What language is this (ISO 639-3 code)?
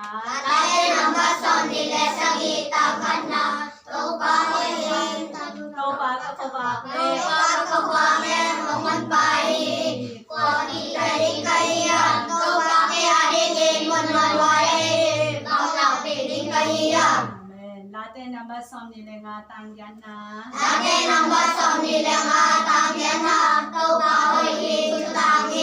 ctd